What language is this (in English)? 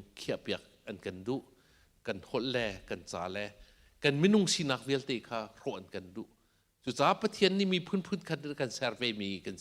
Hakha Chin